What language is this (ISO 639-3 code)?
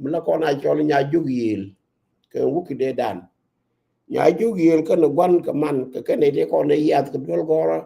nus